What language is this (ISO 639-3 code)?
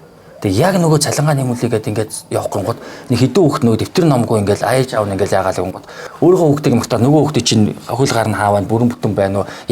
mon